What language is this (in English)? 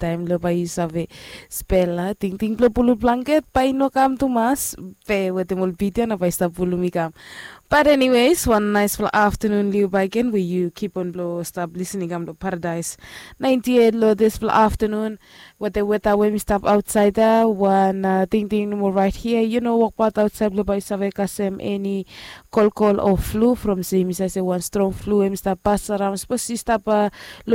Bislama